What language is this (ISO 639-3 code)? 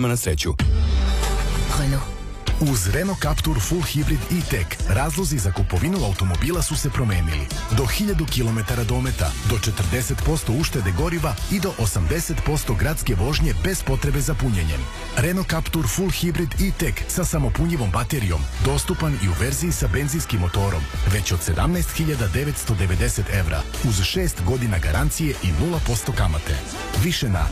srp